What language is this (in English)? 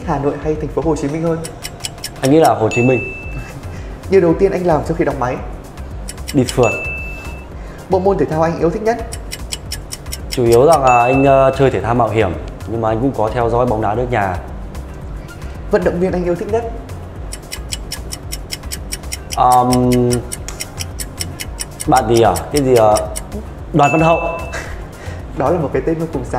Vietnamese